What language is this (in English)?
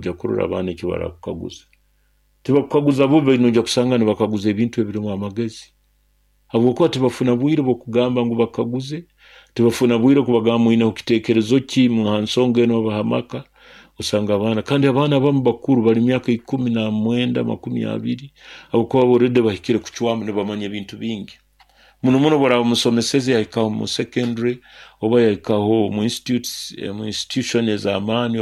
Nyoro